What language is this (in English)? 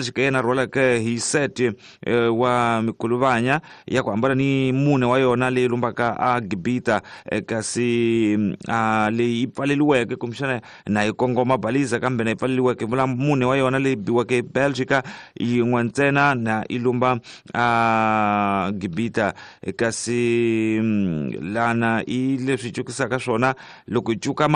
Tsonga